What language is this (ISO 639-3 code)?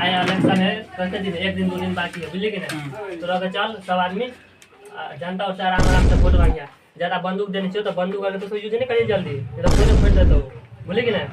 mai